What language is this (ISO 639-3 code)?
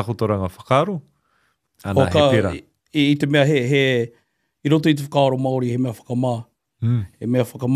mri